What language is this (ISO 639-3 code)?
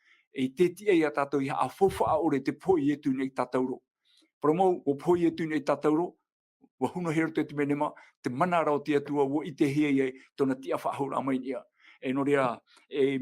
tah